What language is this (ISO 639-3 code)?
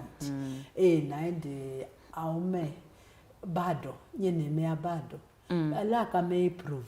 kam